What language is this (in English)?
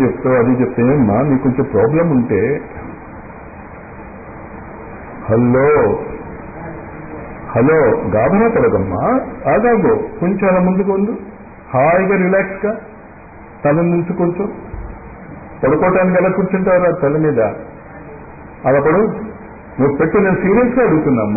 Telugu